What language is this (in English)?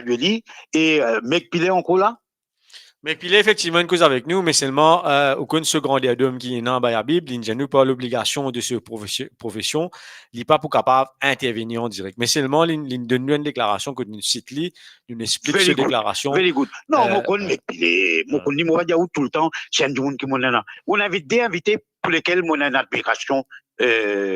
Morisyen